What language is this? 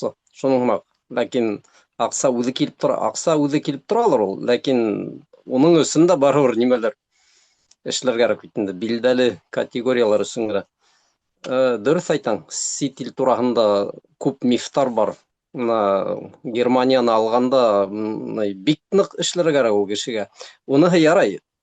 Bashkir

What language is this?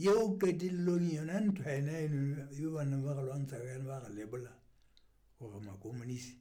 Southern Sotho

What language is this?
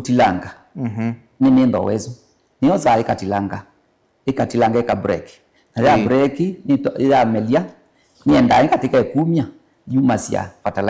Kamba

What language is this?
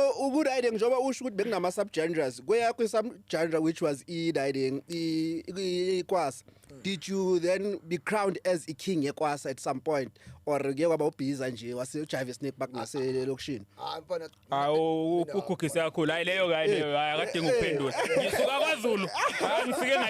Zulu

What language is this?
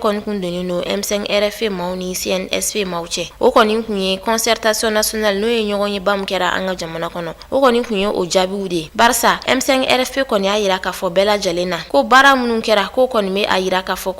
Bambara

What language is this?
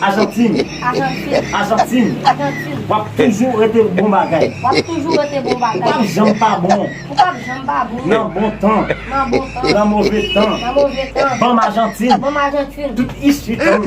Haitian Creole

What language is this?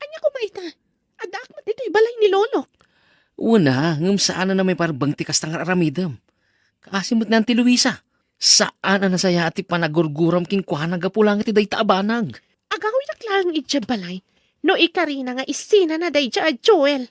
Iloko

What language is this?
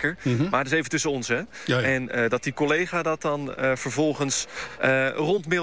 Dutch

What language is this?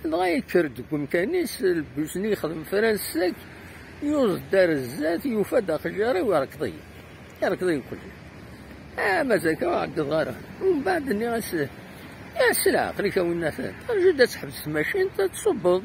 Kabyle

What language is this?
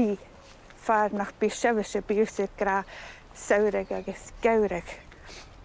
Scottish Gaelic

